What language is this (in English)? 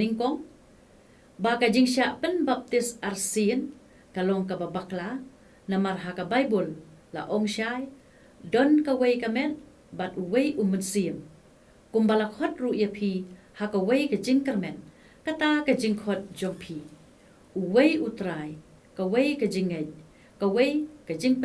Khasi